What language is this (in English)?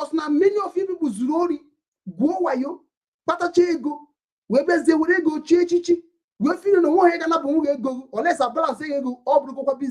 Igbo